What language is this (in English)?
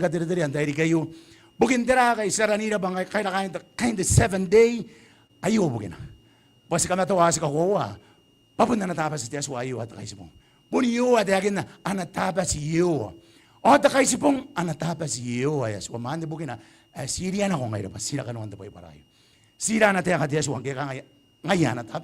Gilbertese